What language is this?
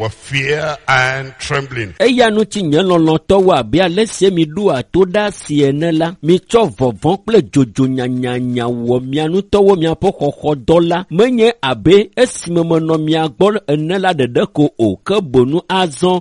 Ewe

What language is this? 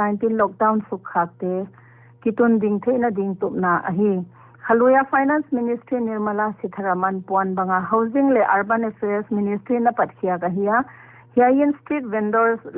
Paite Chin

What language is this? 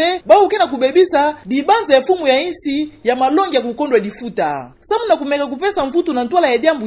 Kituba (Democratic Republic of Congo)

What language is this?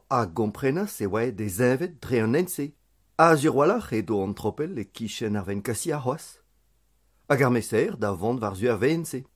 Breton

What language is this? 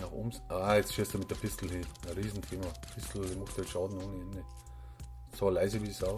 Bavarian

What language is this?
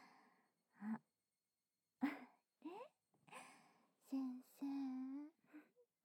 Japanese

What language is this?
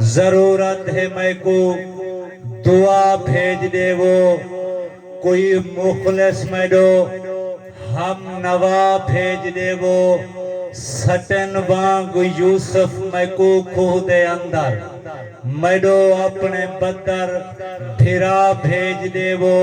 Saraiki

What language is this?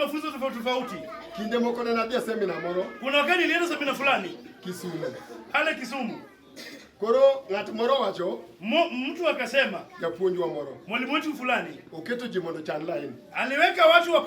Luo (Kenya and Tanzania)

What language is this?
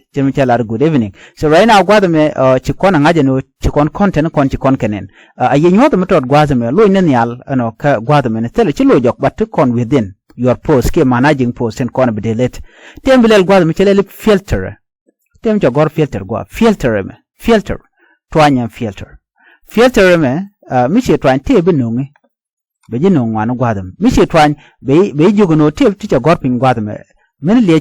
Nuer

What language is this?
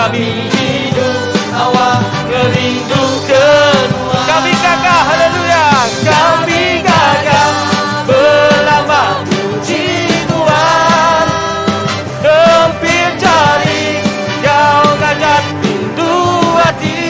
Iban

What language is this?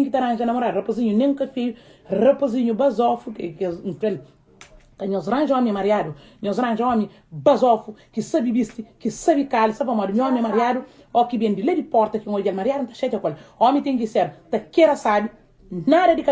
Kabuverdianu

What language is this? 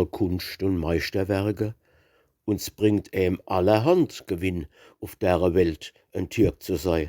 Palatine German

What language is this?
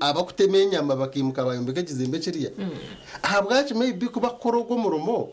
Nyankole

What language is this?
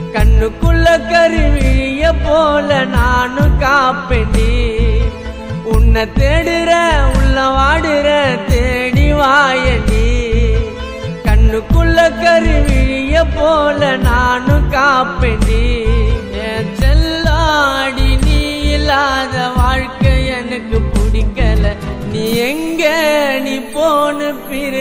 Tamil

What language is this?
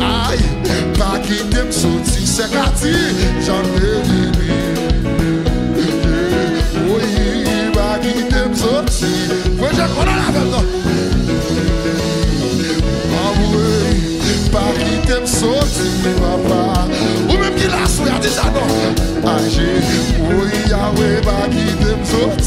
French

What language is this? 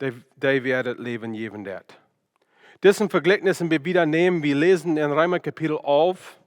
Plautdietsch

